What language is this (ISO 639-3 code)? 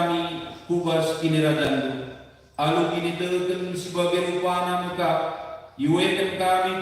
btx